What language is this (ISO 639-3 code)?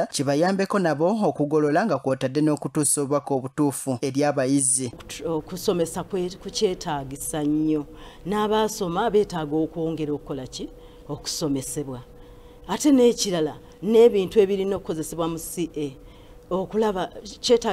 lug